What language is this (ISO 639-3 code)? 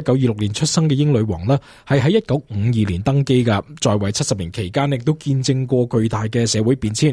yue